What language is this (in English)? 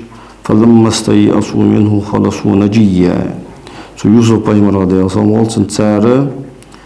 Ingush